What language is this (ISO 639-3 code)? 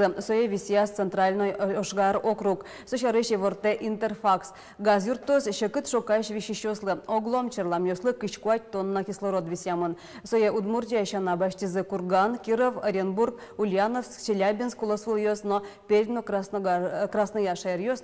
udm